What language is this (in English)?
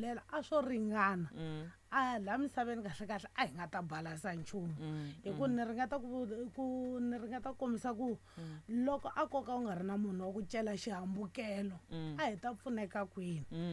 Tsonga